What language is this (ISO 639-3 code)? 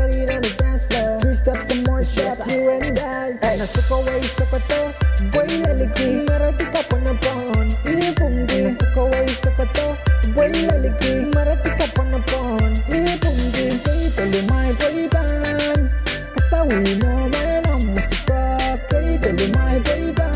pon